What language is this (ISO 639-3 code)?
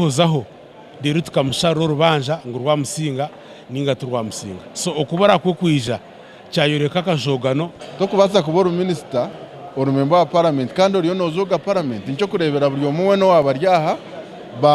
nyn